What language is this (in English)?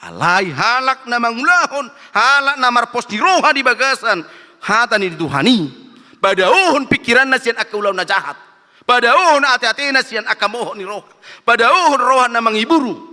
Batak Toba